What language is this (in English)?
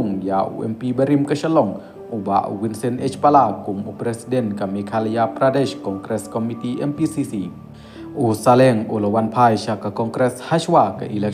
Khasi